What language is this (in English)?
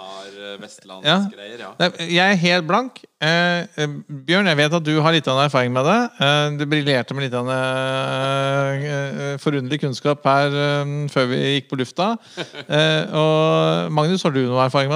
Norwegian